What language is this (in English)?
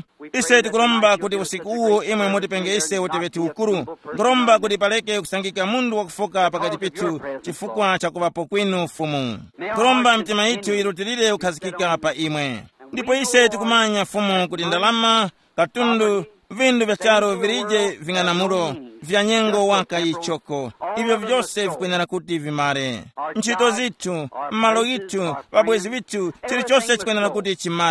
Tumbuka